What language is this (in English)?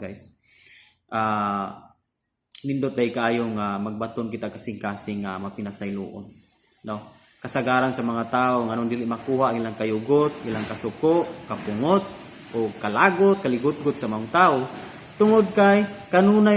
Cebuano